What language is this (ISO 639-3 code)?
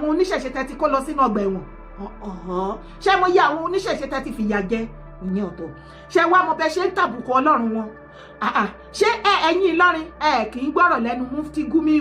yor